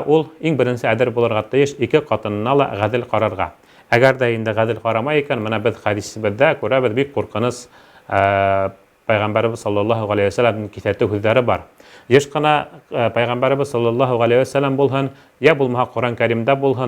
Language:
Bashkir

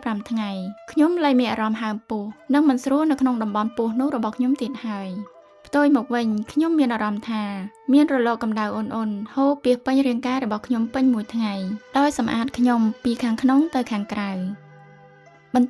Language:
Khmer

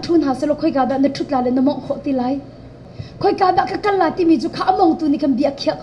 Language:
Hakha Chin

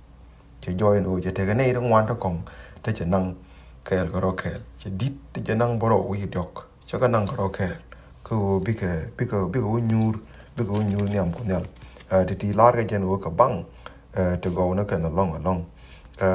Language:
Nuer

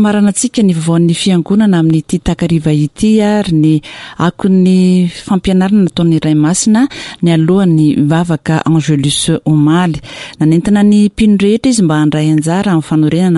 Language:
Malagasy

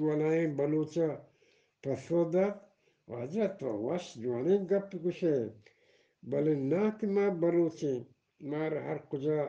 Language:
Eastern Balochi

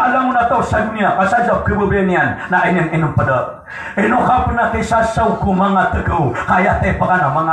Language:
Maranao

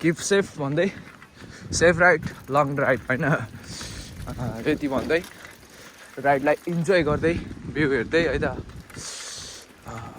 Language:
Nepali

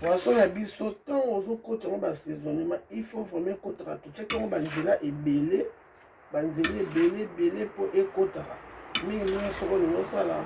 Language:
Lingala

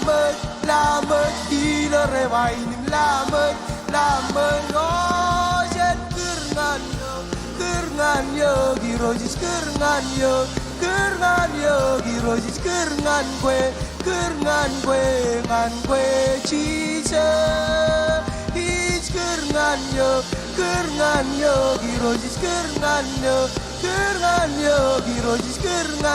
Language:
Marshallese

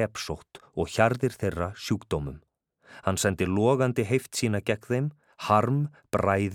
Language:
Icelandic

